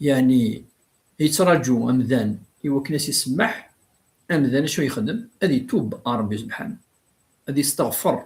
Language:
Kabyle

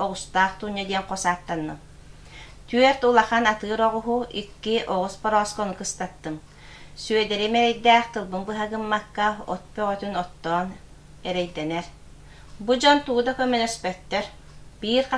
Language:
Yakut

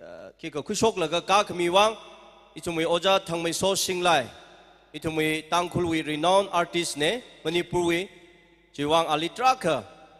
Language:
Tangkhul Naga (India)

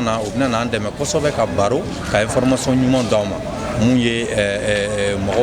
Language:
Bambara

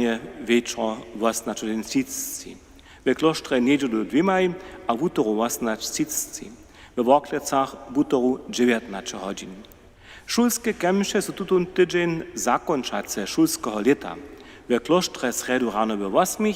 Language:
Upper Sorbian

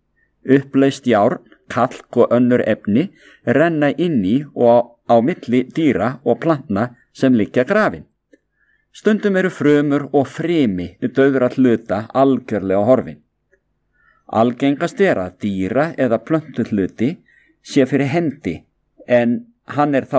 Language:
Icelandic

